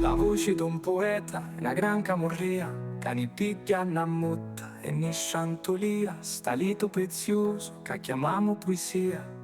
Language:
Sicilian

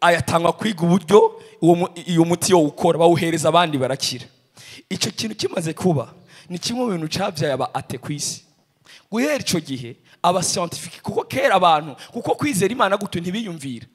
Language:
Rundi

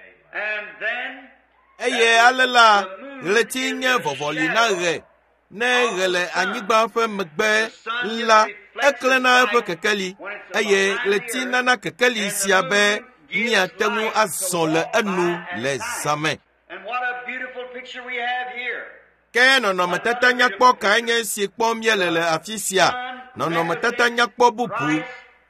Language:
Ewe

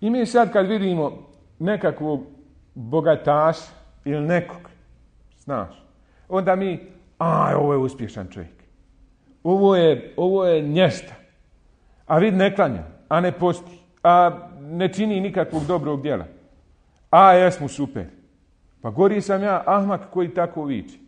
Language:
Bosnian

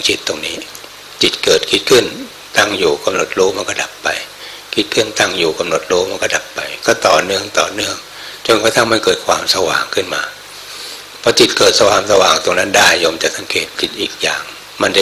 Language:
Thai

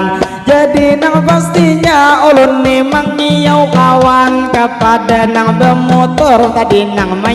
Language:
Banjar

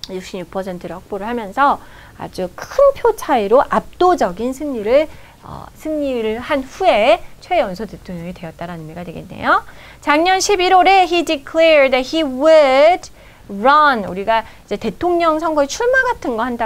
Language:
Korean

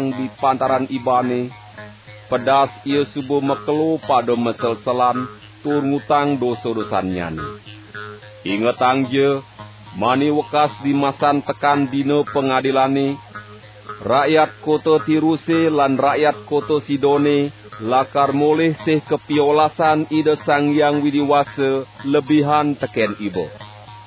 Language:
Balinese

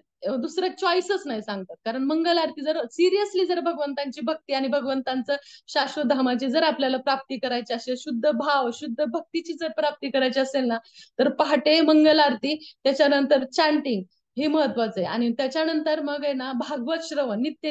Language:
Marathi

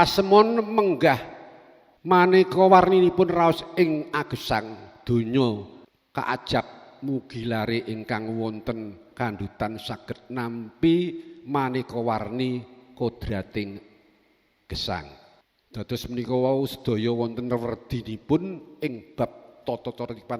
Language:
Javanese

